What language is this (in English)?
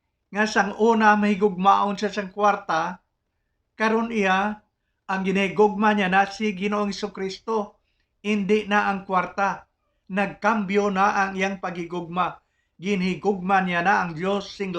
Hiligaynon